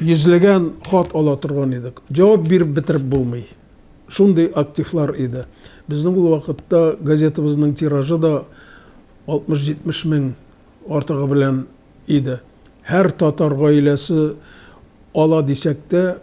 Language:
Tatar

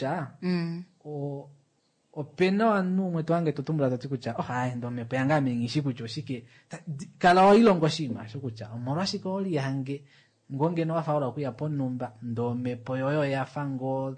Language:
Kuanyama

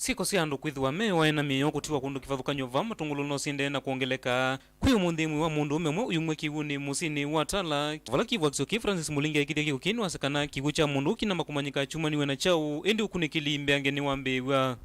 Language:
Kamba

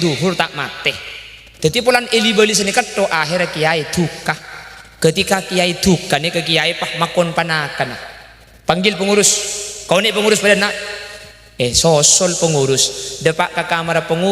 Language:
Madurese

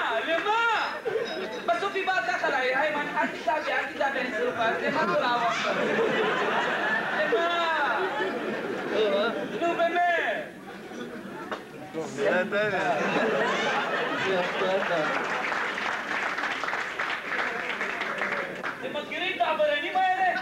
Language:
Hebrew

